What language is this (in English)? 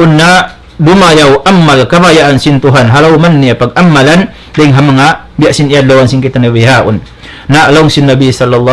Tausug